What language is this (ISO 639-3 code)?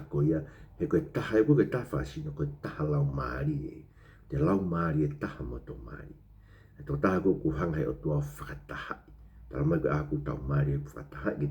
ton